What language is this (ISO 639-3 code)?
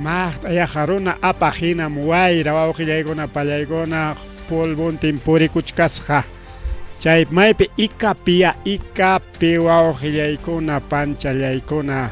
quy